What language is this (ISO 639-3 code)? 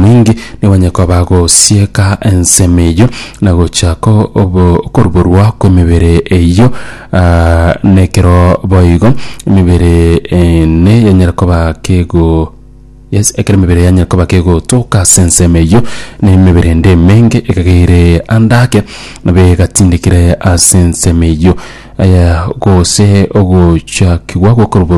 guz